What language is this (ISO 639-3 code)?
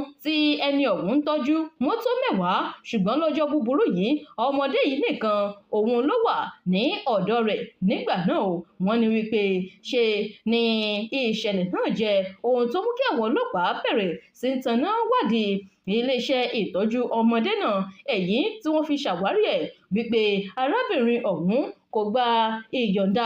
yor